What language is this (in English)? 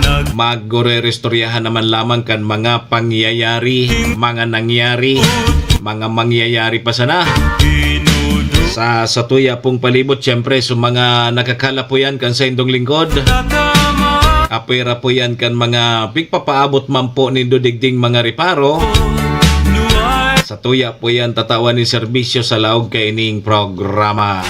Bikol